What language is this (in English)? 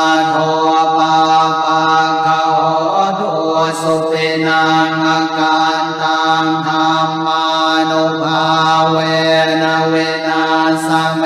Pali